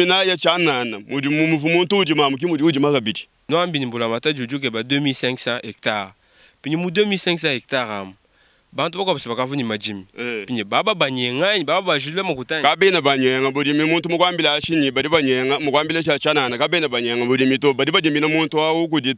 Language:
Luba-Lulua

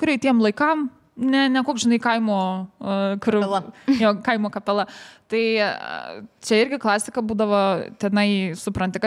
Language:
Lithuanian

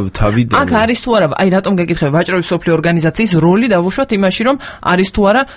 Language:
Georgian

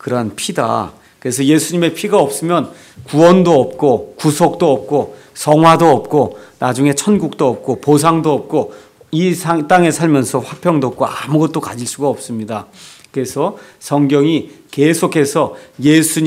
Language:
Korean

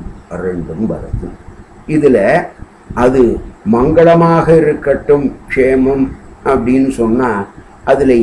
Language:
Tamil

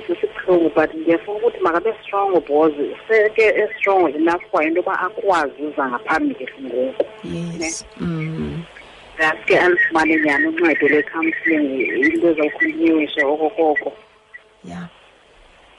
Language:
Xhosa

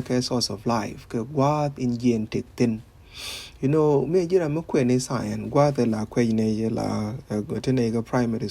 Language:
Nuer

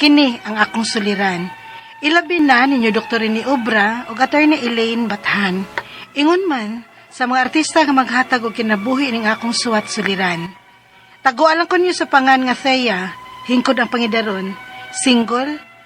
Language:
Cebuano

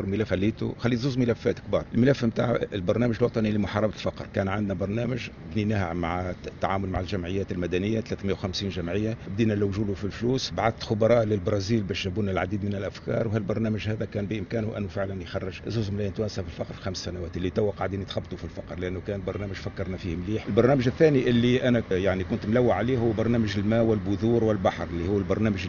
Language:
Tunisian Arabic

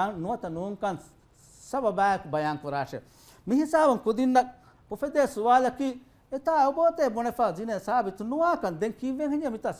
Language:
Divehi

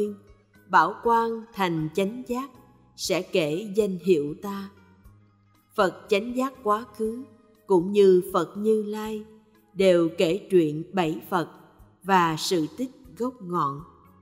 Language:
Vietnamese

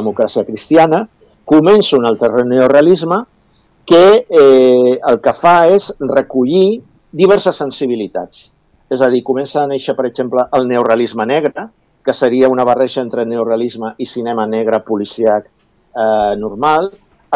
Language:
Catalan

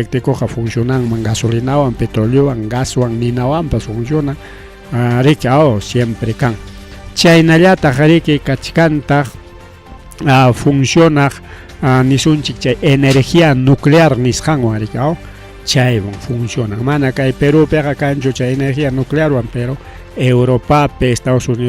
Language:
Ayacucho Quechua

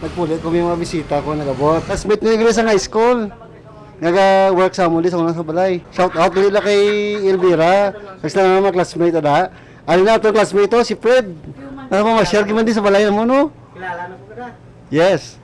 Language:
Hiligaynon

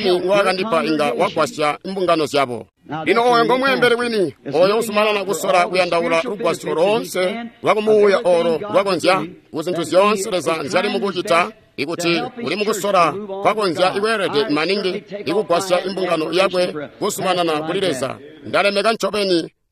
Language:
Tonga (Zambia)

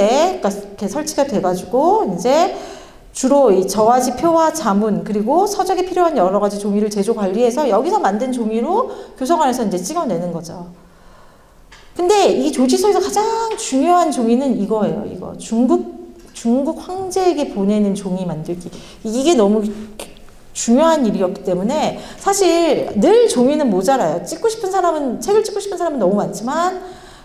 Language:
Korean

